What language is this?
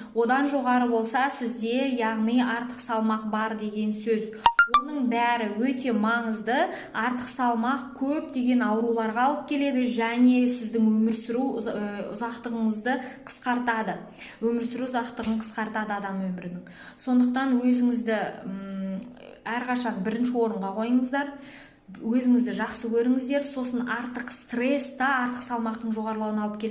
Kazakh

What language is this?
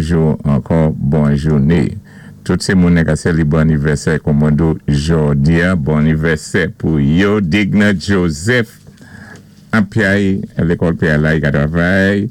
Saint Lucian Creole French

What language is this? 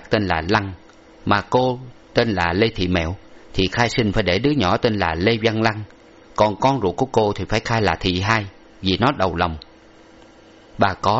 Vietnamese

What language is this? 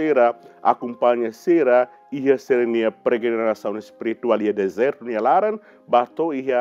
Tetum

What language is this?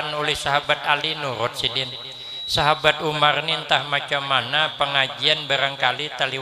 Banjar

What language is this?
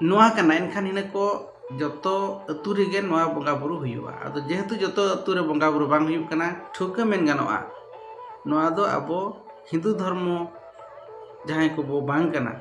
Santali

